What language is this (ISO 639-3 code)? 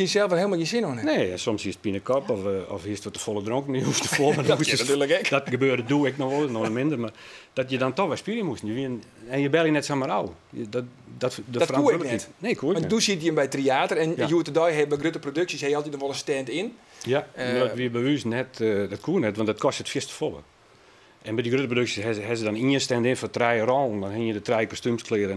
fry